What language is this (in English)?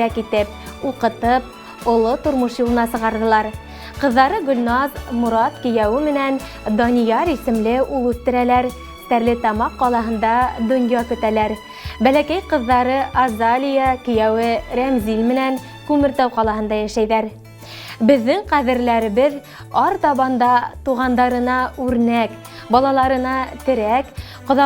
Bashkir